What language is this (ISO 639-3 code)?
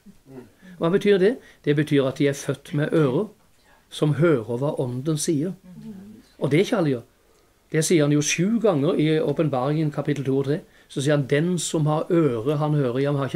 nor